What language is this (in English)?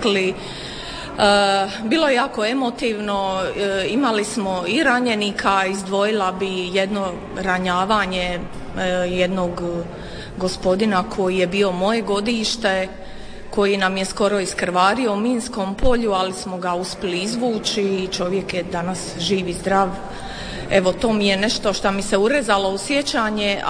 Croatian